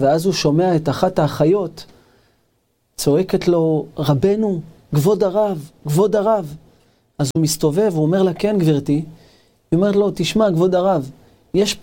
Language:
Hebrew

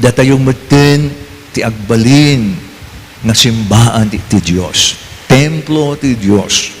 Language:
Iloko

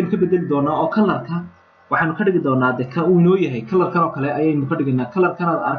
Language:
Somali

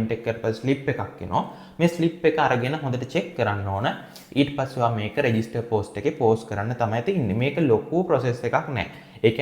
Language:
Sinhala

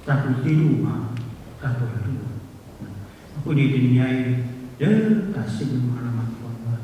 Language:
S'gaw Karen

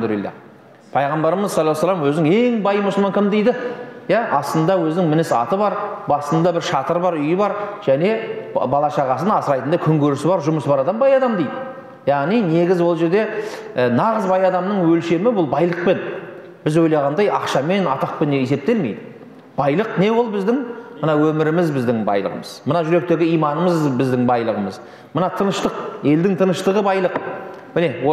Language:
Kazakh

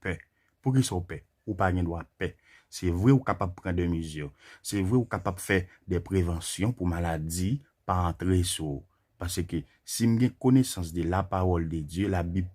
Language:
Haitian Creole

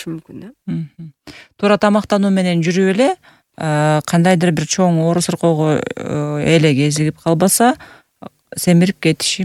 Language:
Kyrgyz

